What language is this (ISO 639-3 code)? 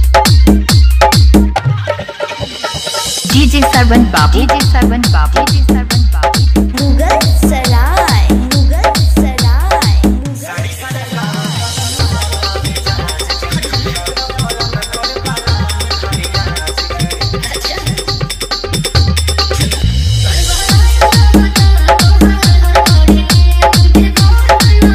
bho